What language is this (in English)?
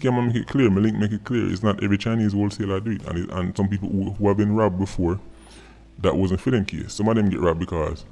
Jamaican Creole English